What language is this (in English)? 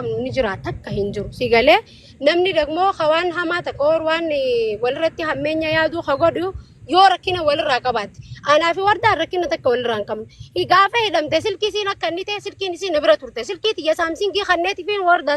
Oromo